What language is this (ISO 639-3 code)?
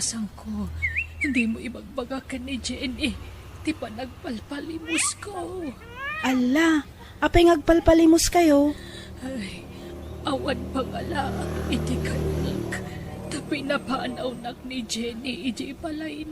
ilo